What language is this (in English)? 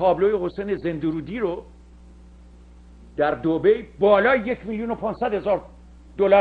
Persian